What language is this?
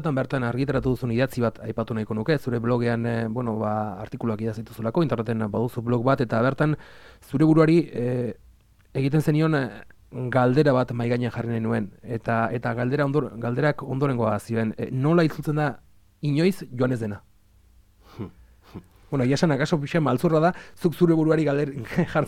Basque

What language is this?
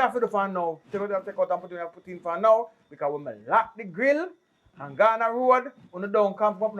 Jamaican Creole English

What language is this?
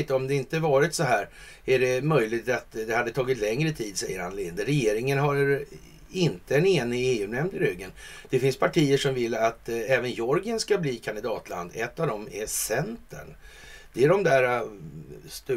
Swedish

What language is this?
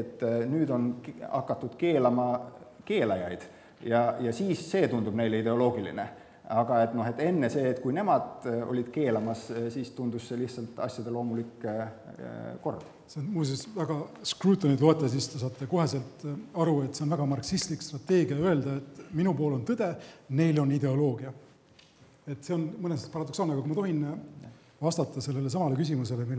Estonian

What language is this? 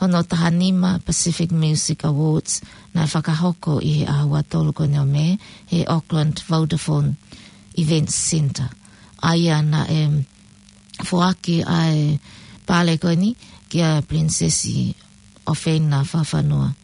Tongan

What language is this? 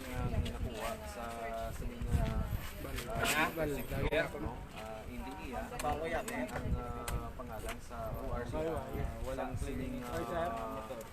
Hiligaynon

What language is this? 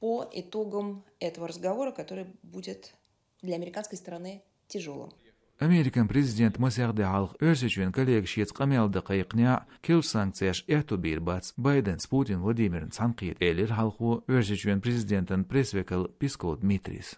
Chechen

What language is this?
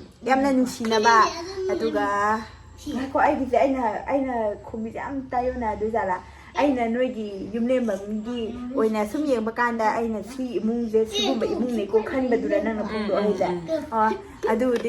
Manipuri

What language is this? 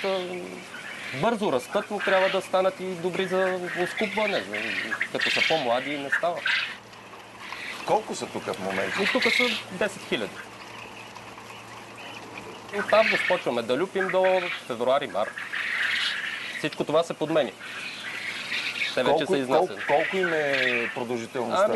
Bulgarian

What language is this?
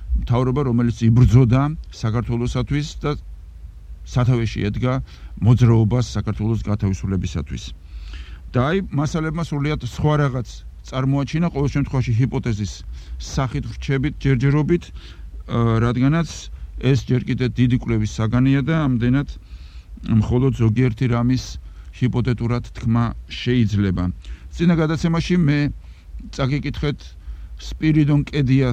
Georgian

